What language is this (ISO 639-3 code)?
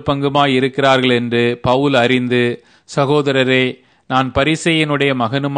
tam